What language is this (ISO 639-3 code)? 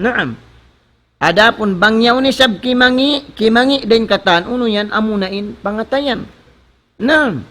tsg